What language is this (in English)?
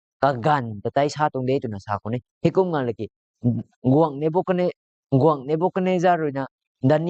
Rongmei Naga